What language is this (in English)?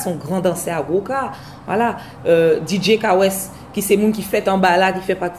Guadeloupean Creole French